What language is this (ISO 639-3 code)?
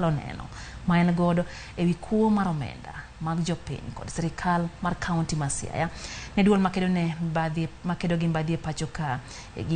luo